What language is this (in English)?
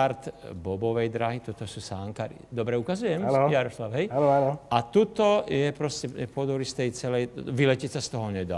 Slovak